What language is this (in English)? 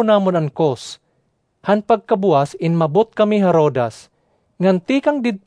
Waray